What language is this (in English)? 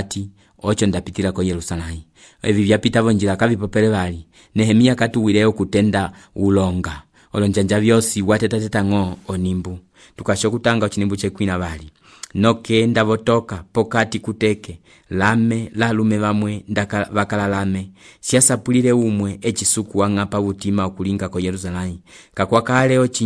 Umbundu